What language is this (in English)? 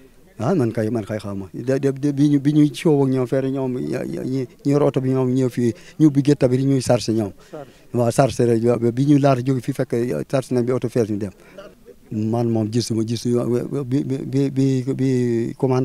Wolof